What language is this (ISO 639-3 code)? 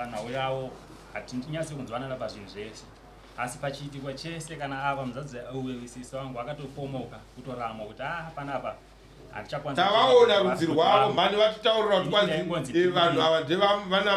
sna